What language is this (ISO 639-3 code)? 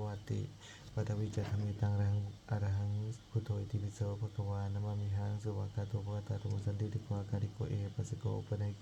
pli